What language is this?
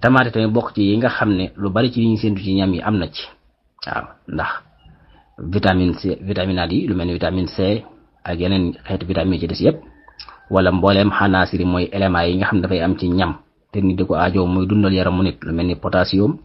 Wolof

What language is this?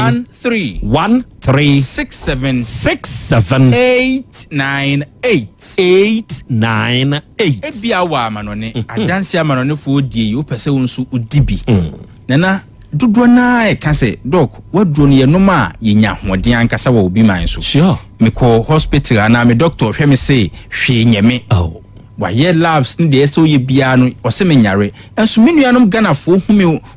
Akan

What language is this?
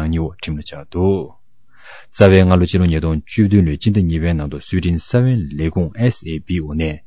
Tibetan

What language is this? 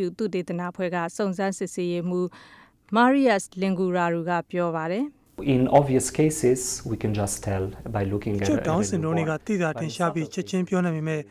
Burmese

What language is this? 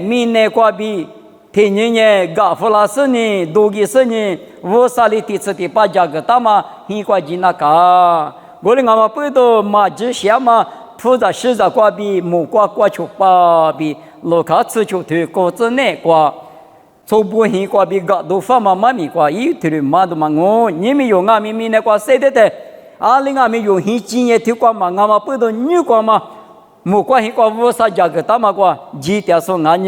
Lisu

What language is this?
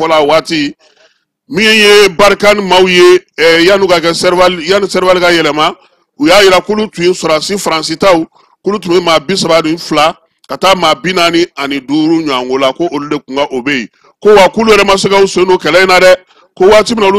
Bambara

